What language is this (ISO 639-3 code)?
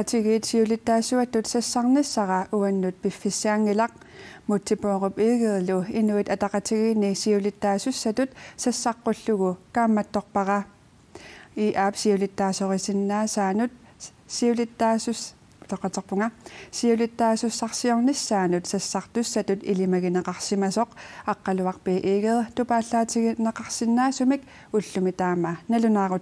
kal